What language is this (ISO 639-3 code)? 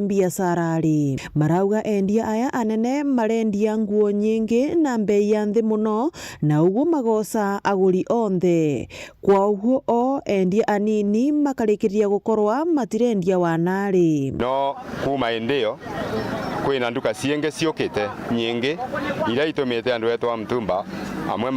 mer